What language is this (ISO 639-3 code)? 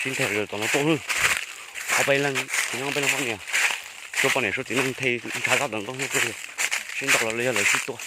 hmn